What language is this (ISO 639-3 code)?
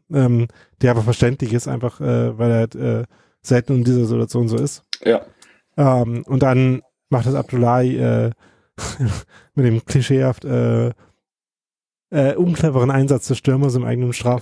deu